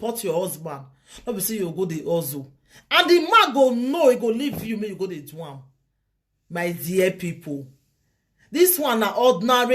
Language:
Nigerian Pidgin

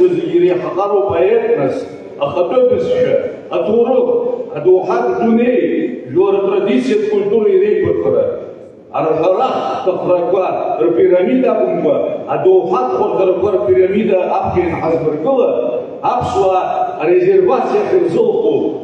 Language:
Abkhazian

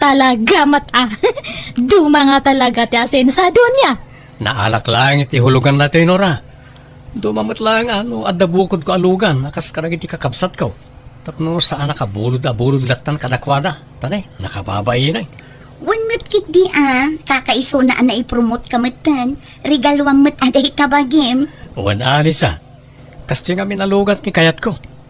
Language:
Iloko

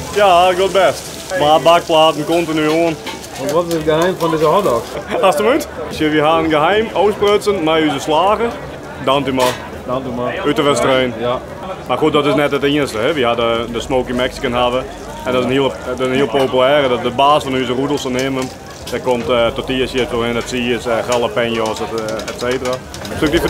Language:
Western Frisian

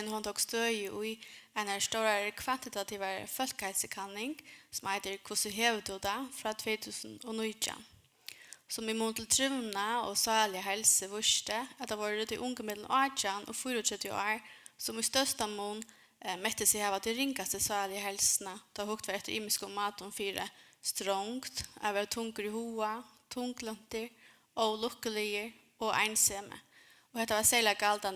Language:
Faroese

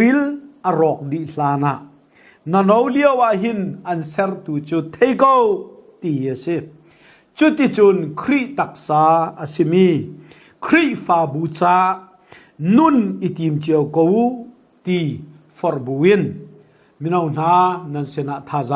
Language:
Hakha Chin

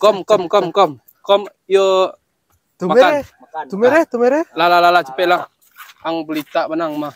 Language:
Minangkabau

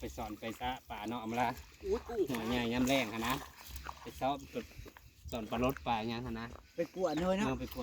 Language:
Northeastern Thai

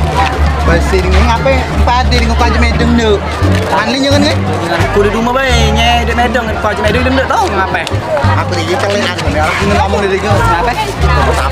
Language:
Musi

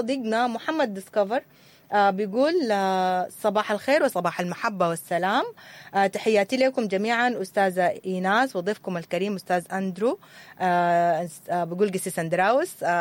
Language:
Sudanese Arabic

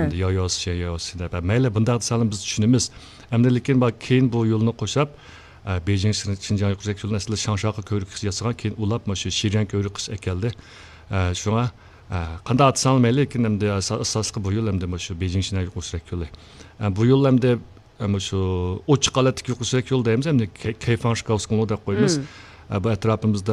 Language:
Uyghur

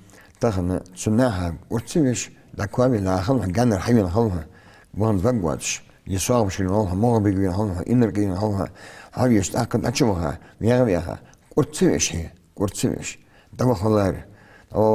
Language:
Ingush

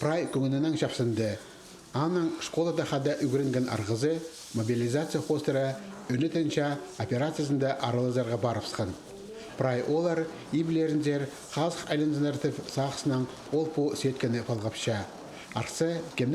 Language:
Khakas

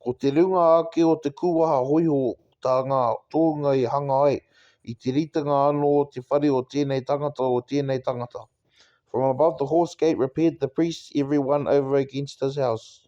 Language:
Māori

